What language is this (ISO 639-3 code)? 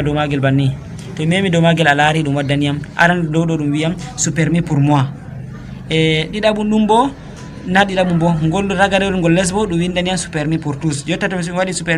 ful